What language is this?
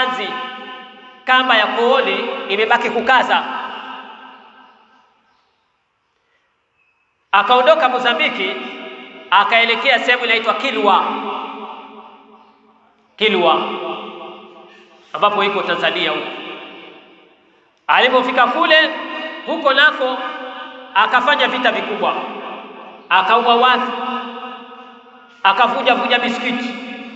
Swahili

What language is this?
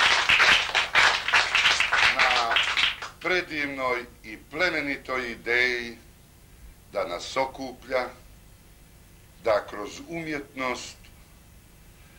Croatian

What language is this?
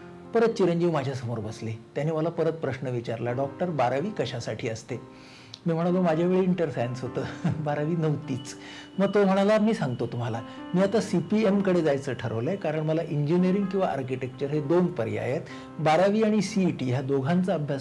Marathi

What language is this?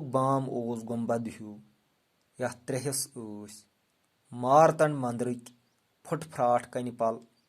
Kashmiri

